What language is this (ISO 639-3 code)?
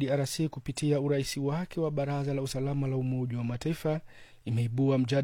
swa